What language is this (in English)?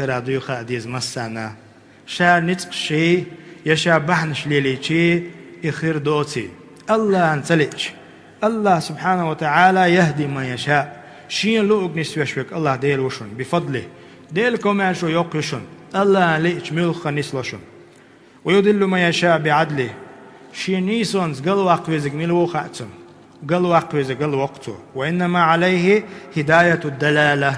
Chechen